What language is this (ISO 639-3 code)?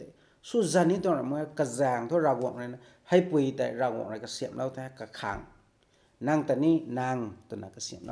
nbu